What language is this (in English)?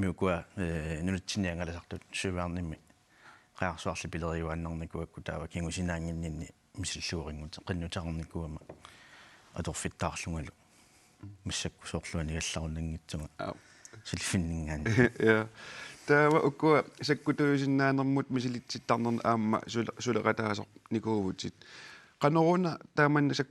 Kalaallisut